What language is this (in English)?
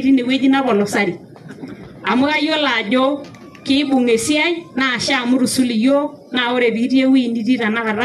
Masai